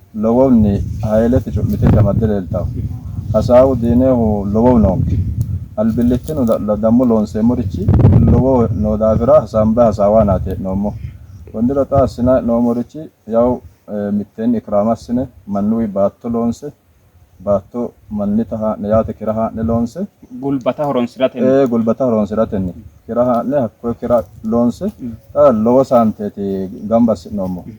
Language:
Sidamo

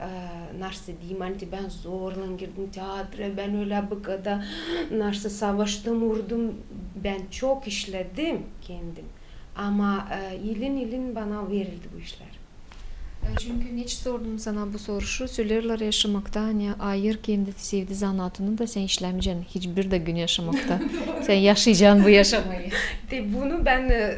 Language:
Gagauz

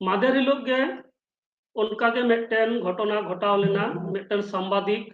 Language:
Santali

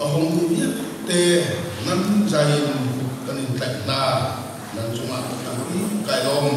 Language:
Hakha Chin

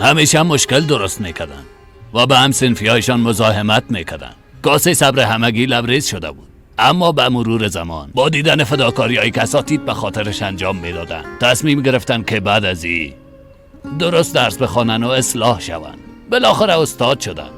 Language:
Persian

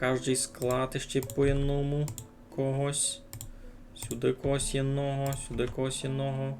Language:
Rusyn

